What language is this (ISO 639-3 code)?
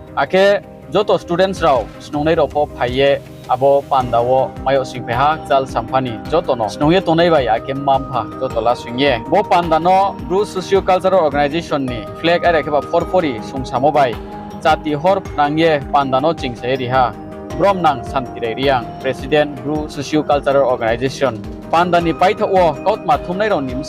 ria